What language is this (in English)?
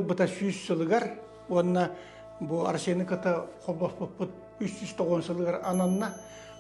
Yakut